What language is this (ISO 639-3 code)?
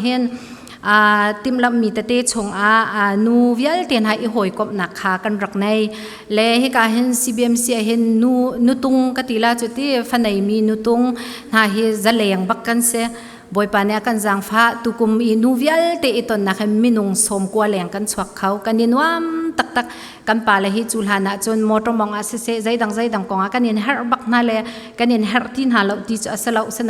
cfm